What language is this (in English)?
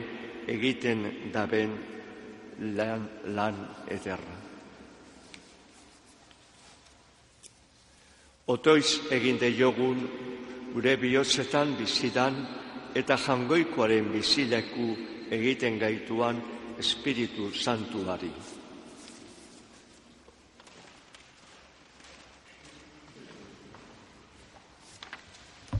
Basque